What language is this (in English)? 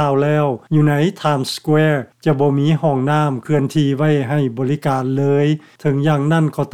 Lao